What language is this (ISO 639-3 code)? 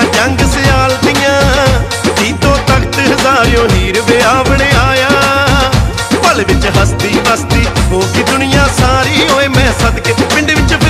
pan